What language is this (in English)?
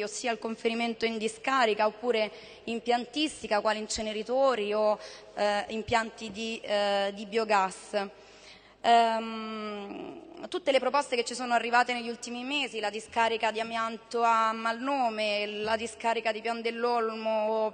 Italian